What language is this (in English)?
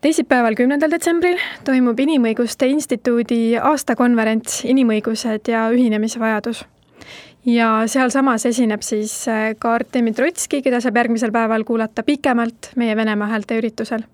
Estonian